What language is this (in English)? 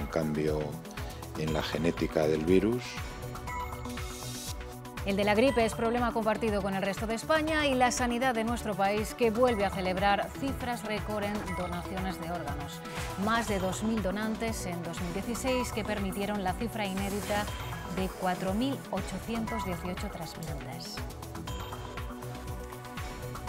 Spanish